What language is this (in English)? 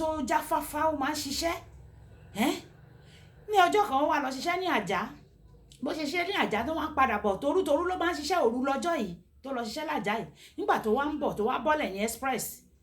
Yoruba